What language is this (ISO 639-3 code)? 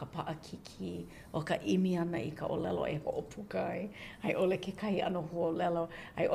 haw